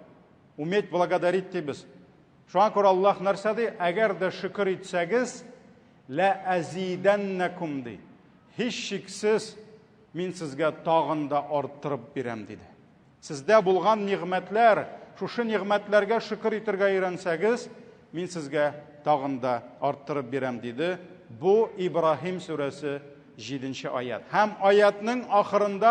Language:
Tatar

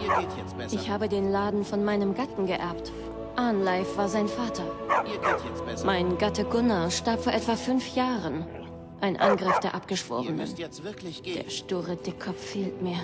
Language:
Bavarian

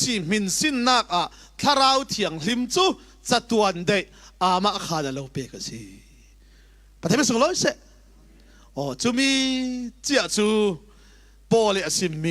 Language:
Falam Chin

